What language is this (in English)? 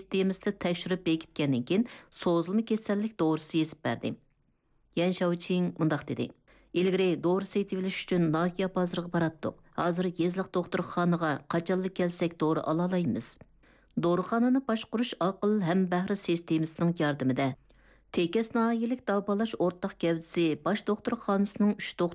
Uyghur